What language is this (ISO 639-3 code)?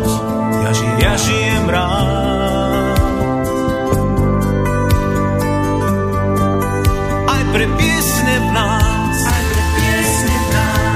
slk